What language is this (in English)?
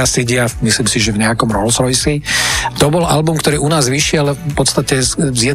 Slovak